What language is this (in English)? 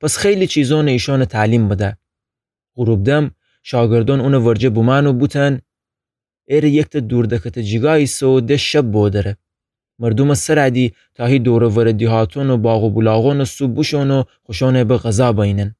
Gilaki